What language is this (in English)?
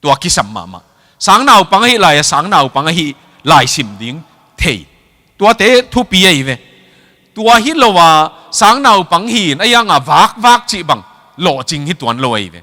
Tedim Chin